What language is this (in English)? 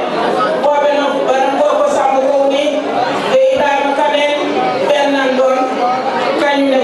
Fula